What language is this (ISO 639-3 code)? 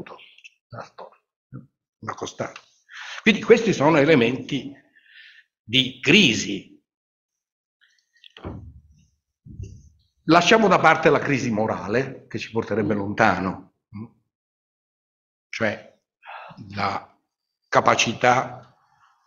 ita